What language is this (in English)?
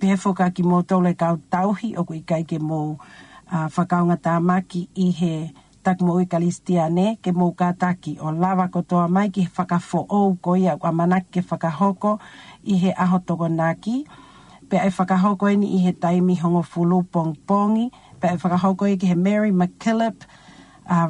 Tongan